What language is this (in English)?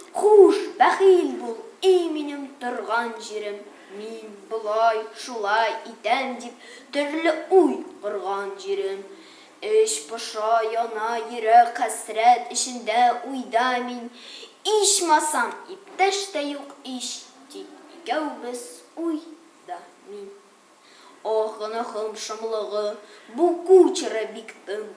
Tatar